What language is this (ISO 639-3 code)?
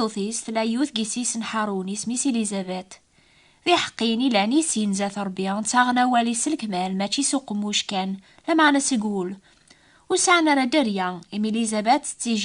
kab